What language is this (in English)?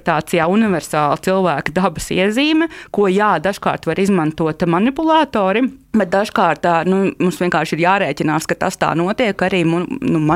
Latvian